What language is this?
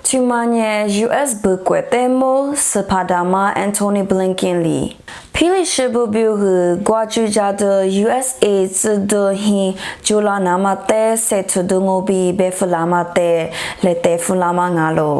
Lisu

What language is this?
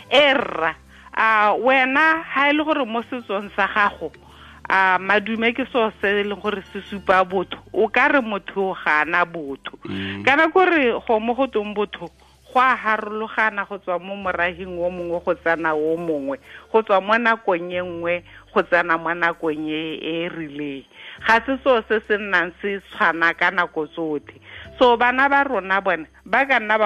Tswana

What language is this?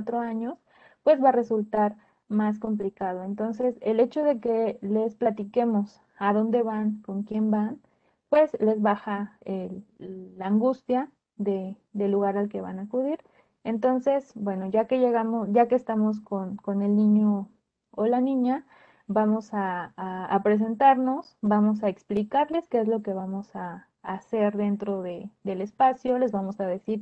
Spanish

